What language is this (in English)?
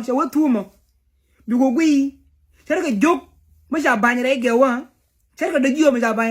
Nuer